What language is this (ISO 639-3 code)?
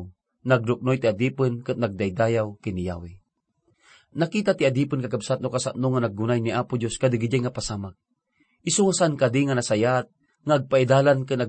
ilo